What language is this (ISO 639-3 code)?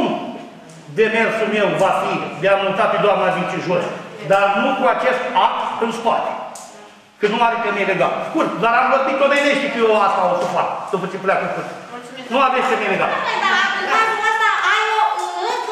ron